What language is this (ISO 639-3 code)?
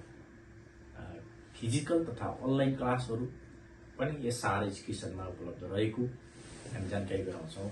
nep